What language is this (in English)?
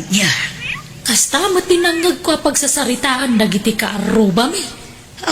Iloko